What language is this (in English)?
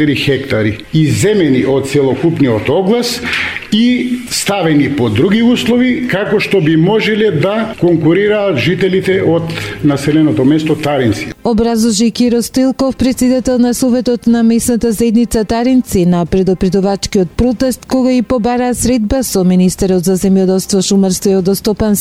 Macedonian